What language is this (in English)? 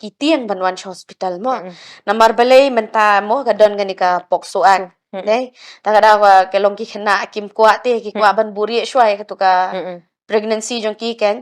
Khasi